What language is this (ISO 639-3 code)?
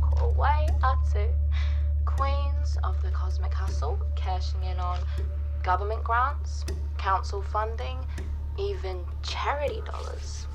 mri